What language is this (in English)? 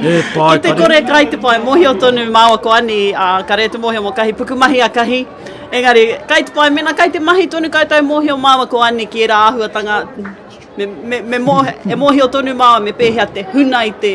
Māori